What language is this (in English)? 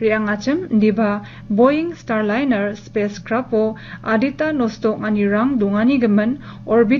Garo